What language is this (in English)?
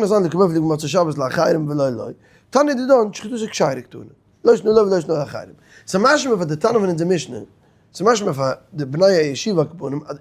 Yiddish